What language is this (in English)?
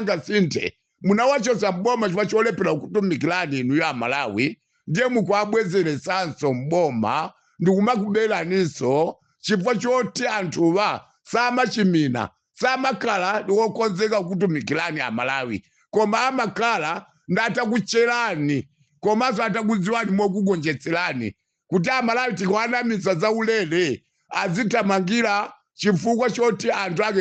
Nyanja